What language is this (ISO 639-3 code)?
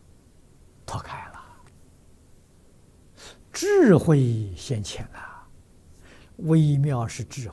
zho